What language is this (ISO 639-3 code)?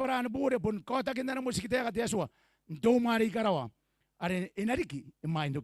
gil